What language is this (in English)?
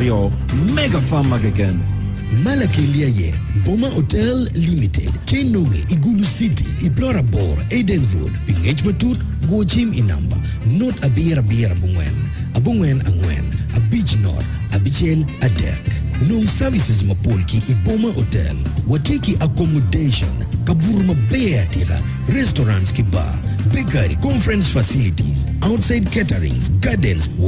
Acoli